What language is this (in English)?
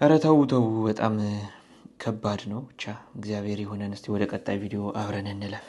Amharic